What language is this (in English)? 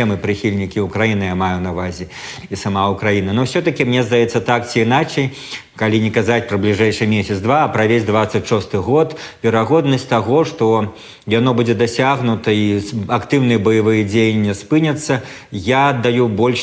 Belarusian